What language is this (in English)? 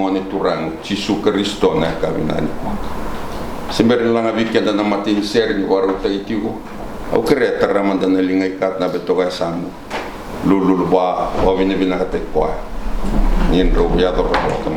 Fijian